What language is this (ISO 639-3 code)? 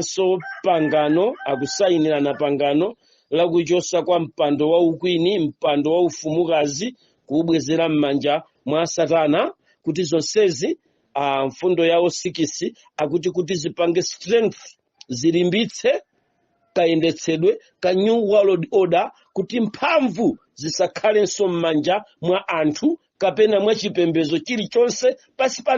nya